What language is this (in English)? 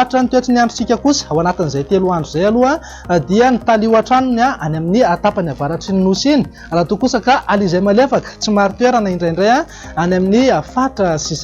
Malagasy